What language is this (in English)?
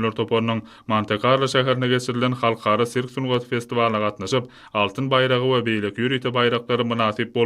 Turkmen